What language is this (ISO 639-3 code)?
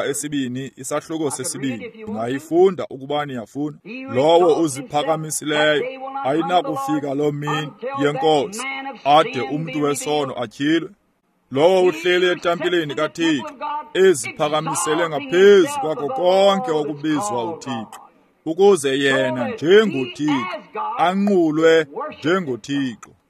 xho